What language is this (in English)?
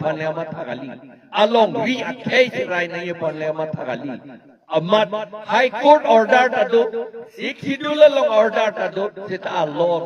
Karbi